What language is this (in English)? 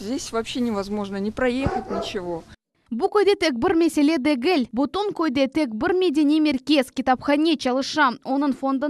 Crimean Tatar